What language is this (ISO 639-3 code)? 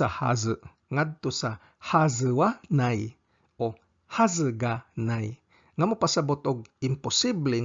ceb